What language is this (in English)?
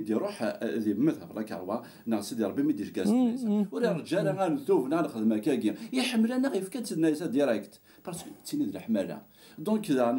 Kabyle